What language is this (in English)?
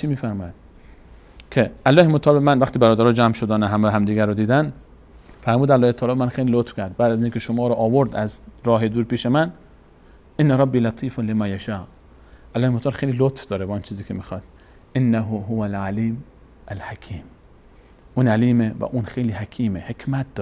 Persian